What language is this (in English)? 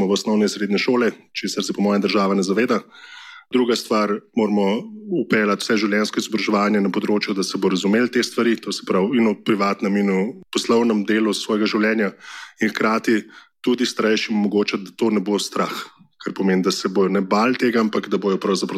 Slovenian